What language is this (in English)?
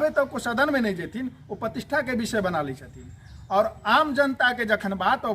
Maithili